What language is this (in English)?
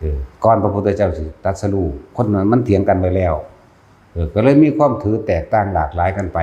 Northeastern Thai